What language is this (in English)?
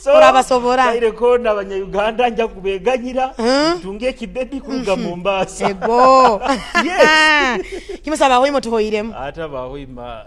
Nyoro